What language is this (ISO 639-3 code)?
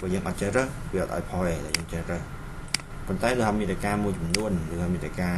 khm